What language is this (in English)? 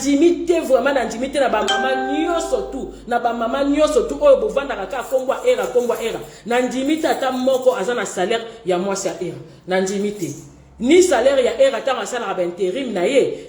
Lingala